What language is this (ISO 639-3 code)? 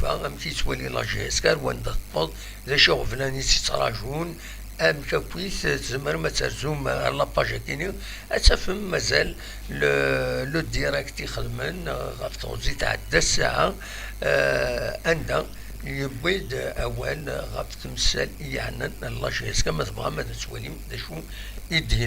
kab